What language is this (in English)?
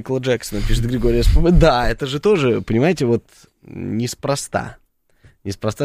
Russian